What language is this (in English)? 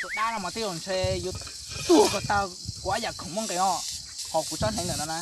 Hmong